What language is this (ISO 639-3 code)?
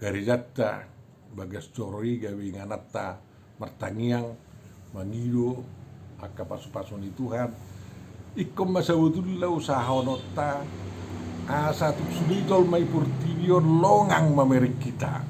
bbc